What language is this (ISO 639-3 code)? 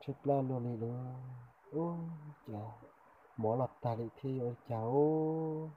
hmn